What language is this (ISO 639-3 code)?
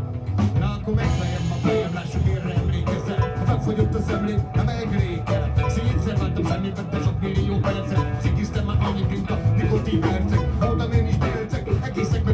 hun